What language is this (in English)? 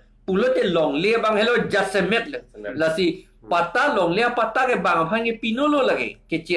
Karbi